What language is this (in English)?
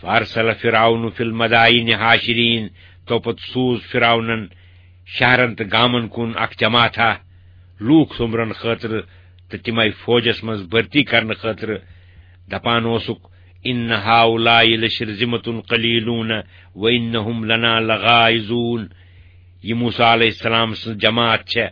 Kashmiri